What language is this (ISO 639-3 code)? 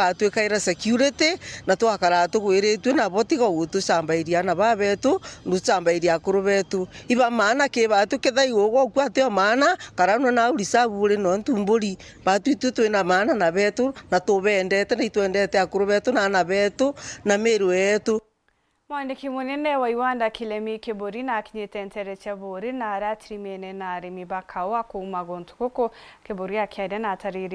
mer